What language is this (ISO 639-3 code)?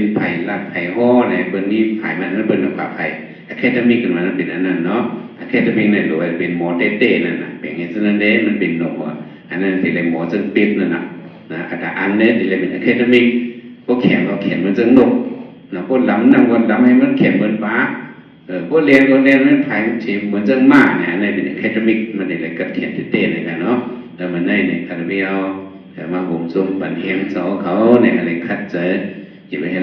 shn